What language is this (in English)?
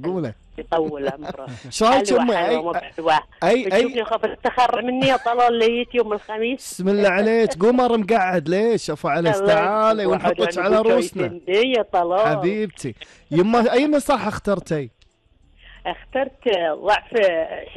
Gulf Arabic